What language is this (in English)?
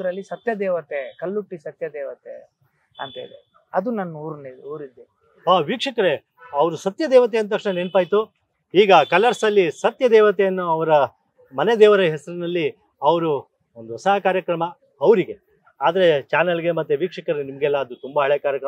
Kannada